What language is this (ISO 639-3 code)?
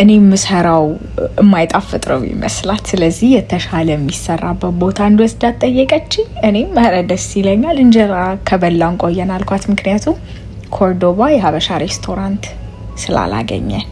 amh